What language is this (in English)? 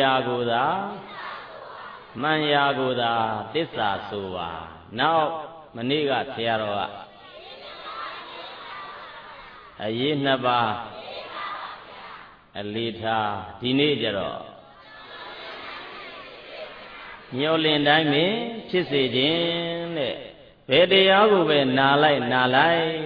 Burmese